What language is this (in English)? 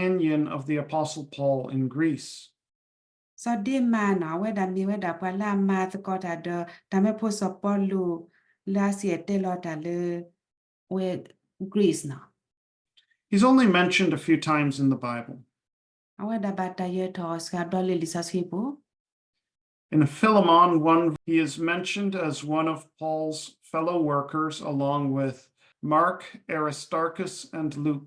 S'gaw Karen